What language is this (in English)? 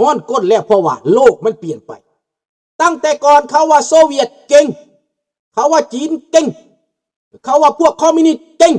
Lao